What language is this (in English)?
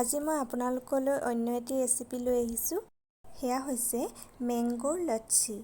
Assamese